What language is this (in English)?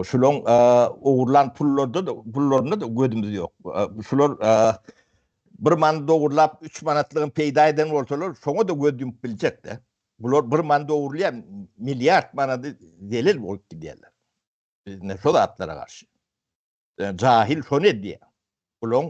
Turkmen